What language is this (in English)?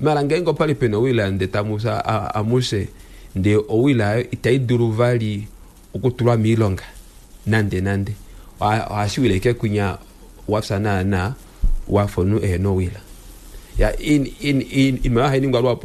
Kuanyama